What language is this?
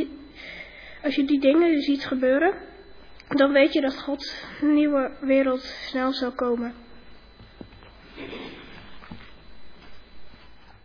Dutch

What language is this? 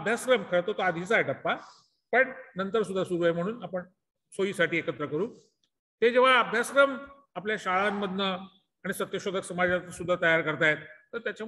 Marathi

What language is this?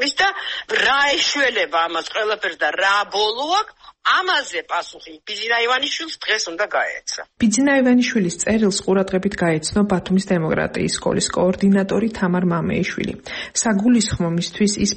Georgian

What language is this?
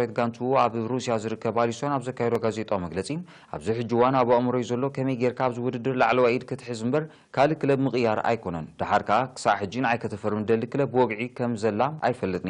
Tigrinya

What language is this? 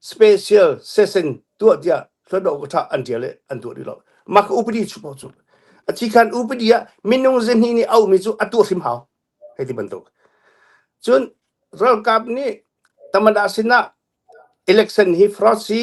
Hakha Chin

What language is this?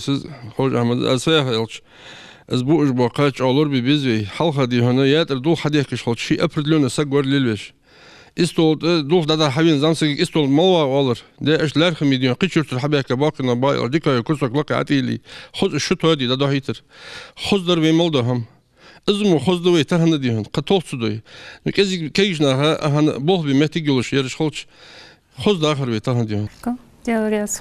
Ingush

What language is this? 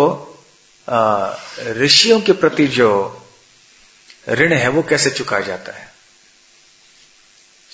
Hindi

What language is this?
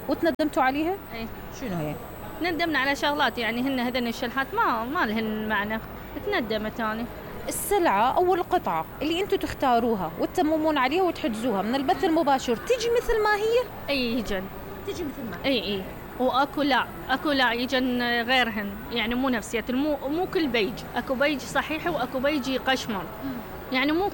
Mesopotamian Arabic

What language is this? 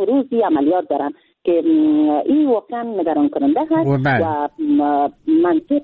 Persian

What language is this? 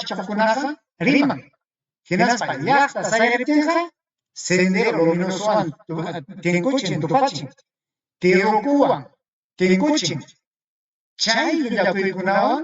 Ayacucho Quechua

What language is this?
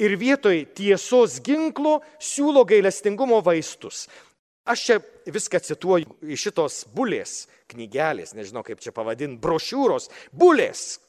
Lithuanian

